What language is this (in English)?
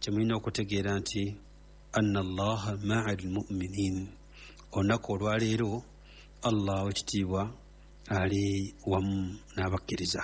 Ganda